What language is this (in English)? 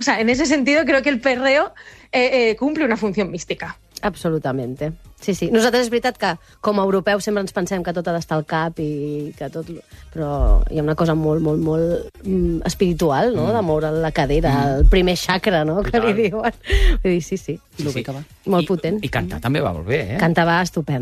Catalan